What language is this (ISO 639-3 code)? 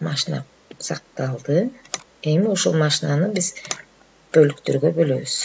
kir